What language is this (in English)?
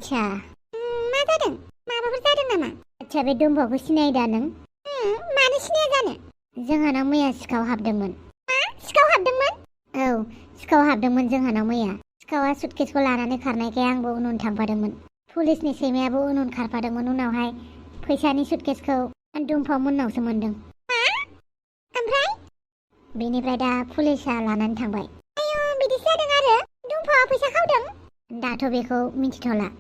Bodo